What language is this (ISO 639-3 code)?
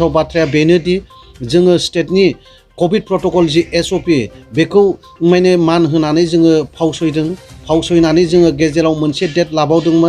brx